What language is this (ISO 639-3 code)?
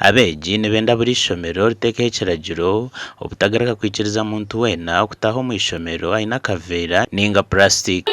nyn